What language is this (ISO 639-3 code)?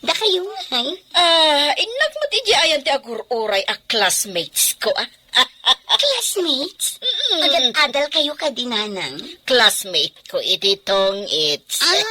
ilo